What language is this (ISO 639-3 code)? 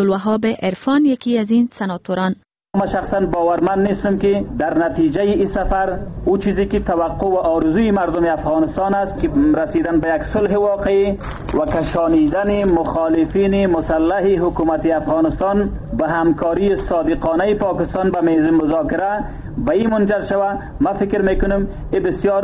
fas